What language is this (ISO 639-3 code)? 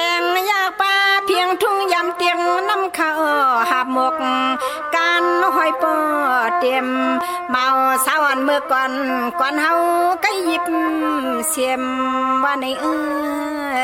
shn